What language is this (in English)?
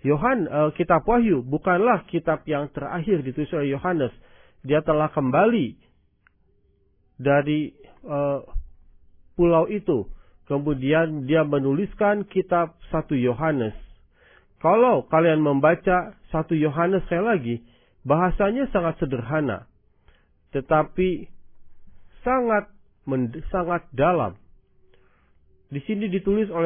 Indonesian